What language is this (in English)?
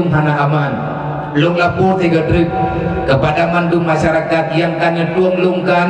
Achinese